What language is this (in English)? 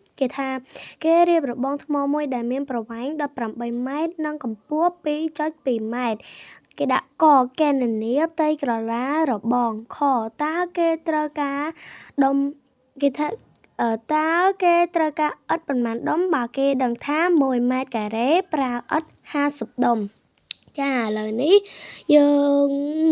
Khmer